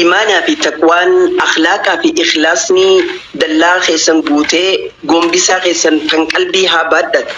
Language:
Oromo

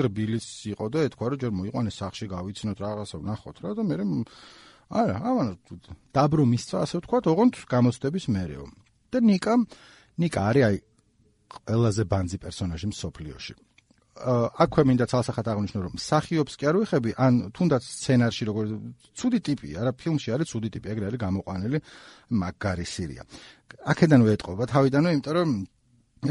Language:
Georgian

